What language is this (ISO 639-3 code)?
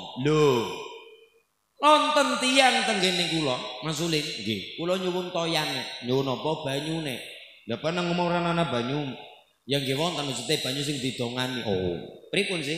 jav